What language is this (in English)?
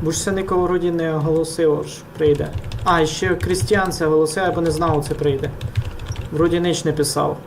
Rusyn